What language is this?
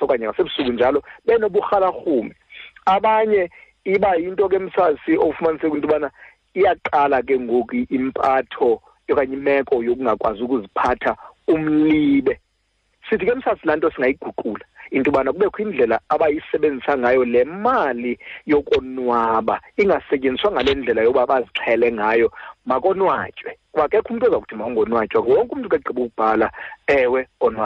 Xhosa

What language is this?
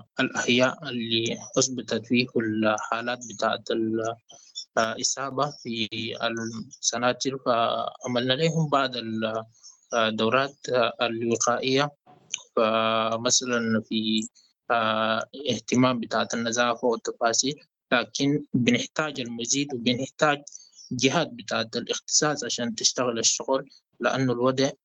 Sudanese Arabic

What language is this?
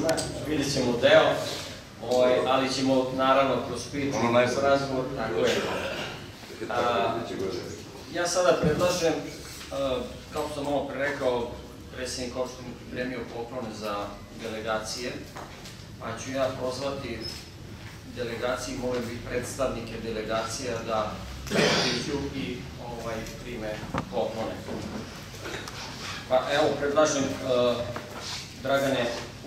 Serbian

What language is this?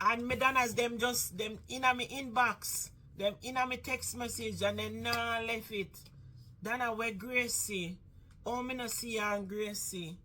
Jamaican Creole English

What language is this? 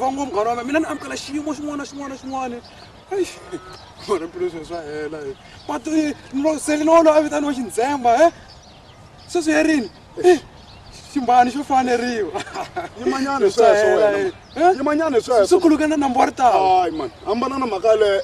Tsonga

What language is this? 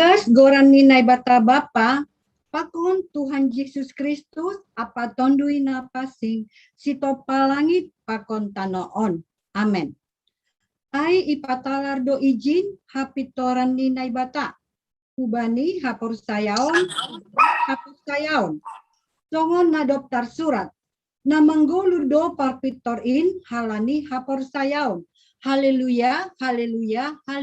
Batak Simalungun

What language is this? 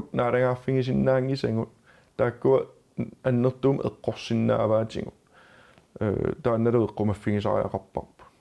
Kalaallisut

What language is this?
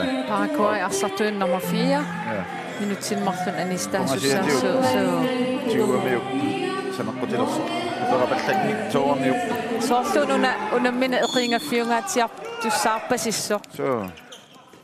Kalaallisut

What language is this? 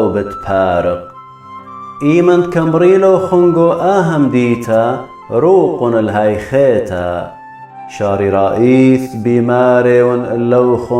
Assyrian Neo-Aramaic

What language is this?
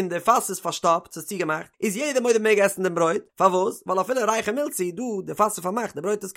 Yiddish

